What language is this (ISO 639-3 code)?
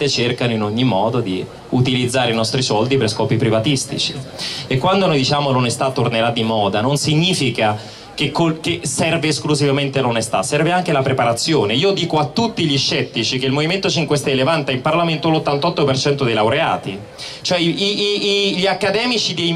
ita